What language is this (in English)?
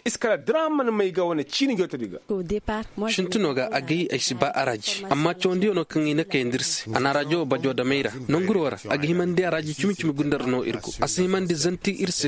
Koyraboro Senni